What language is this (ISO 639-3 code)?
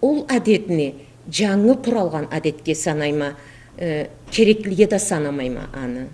krc